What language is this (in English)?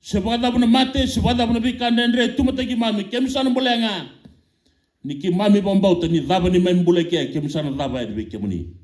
Fijian